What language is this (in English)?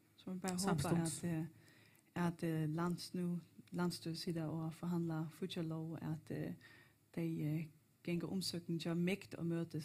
Faroese